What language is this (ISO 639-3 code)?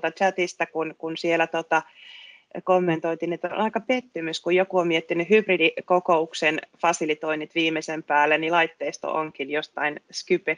fin